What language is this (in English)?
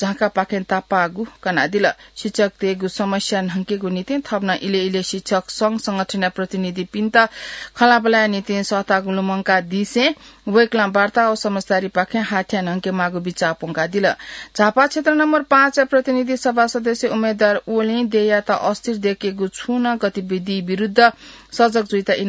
Newari